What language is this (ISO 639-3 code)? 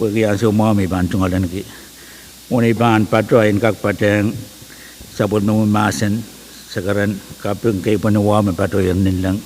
pon